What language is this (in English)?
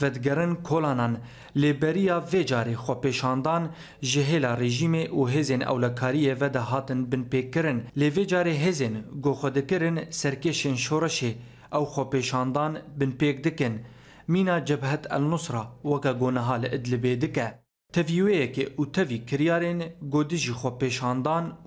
Kurdish